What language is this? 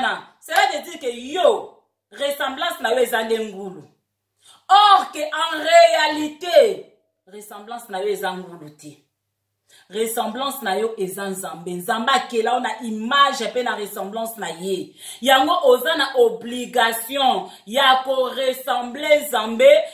Lingala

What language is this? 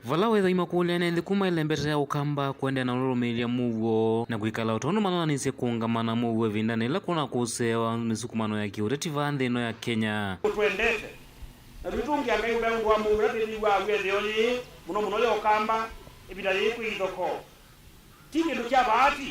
Kamba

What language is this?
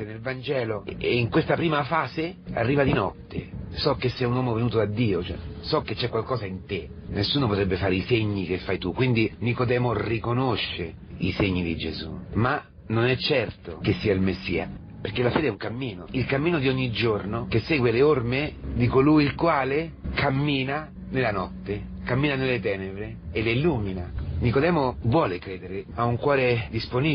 Italian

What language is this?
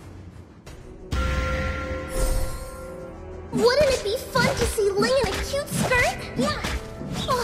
English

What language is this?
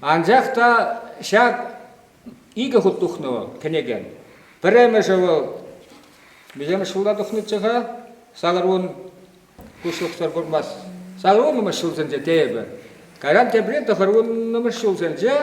Chuvash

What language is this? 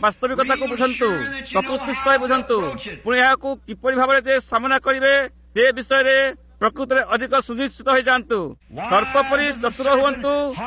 Odia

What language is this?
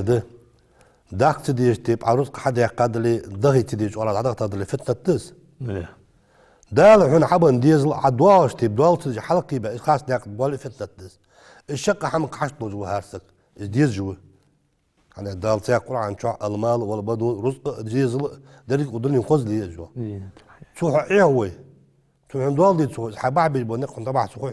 Ingush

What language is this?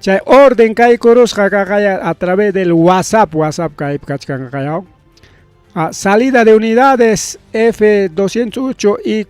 Ayacucho Quechua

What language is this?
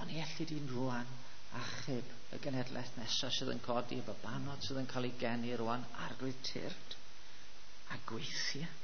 Welsh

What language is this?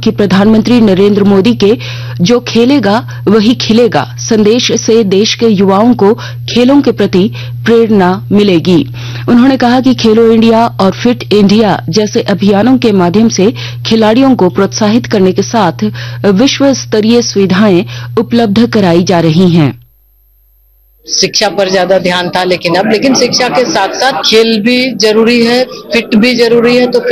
Hindi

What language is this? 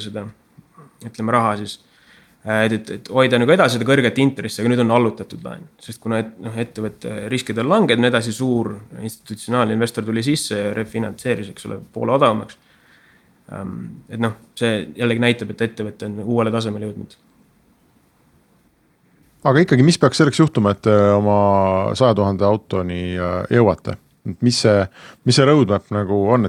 Estonian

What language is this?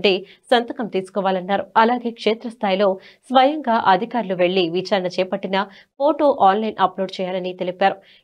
Telugu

